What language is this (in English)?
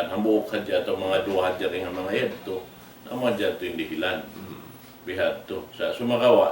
Tausug